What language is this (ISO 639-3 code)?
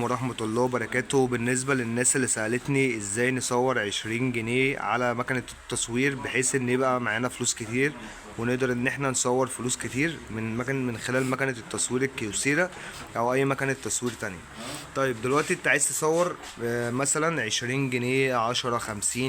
arz